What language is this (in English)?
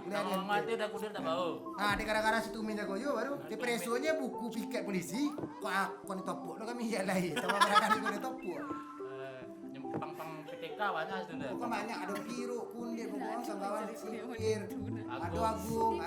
Minangkabau